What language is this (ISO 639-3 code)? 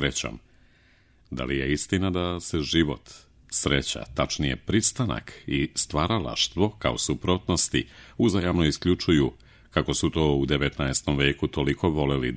srp